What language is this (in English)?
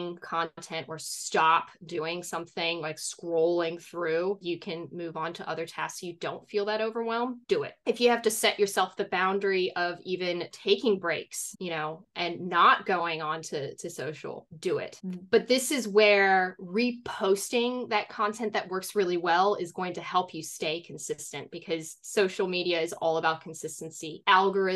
English